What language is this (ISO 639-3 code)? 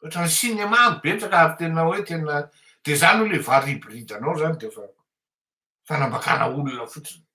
mlg